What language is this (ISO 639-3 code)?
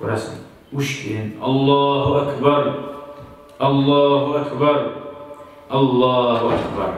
kum